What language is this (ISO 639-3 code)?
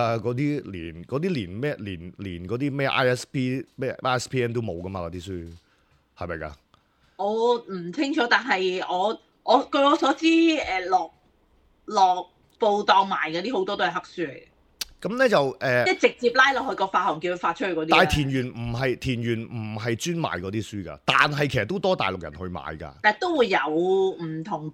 yue